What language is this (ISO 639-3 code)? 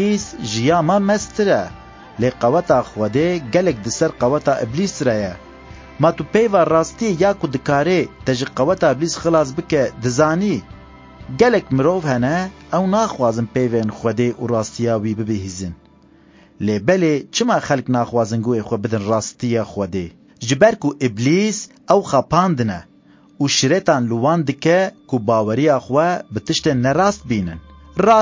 kur